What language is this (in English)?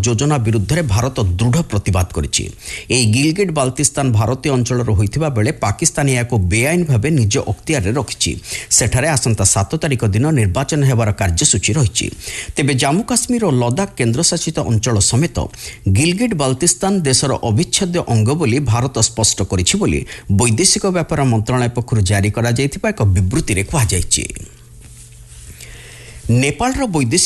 Odia